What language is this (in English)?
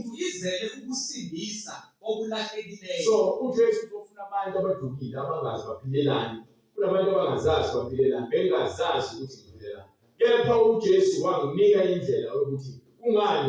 Zulu